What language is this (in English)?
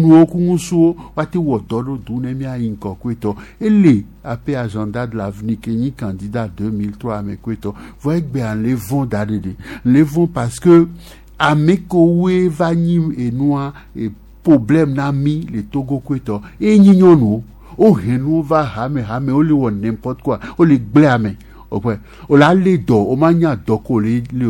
Gen